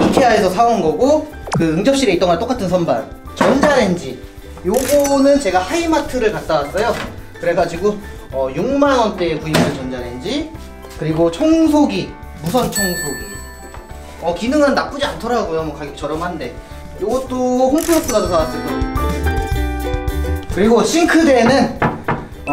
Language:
Korean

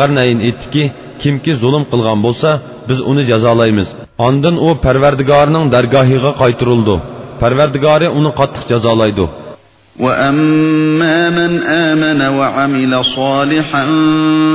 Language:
Uyghur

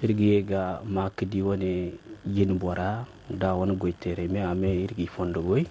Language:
Zarma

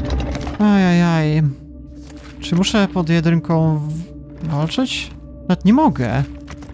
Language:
Polish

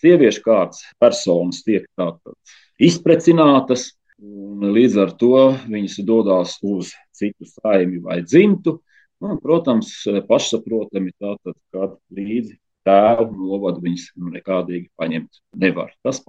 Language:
Latvian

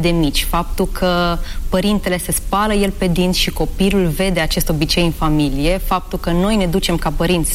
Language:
Romanian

